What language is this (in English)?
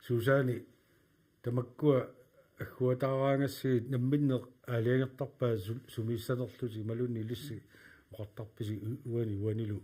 Kalaallisut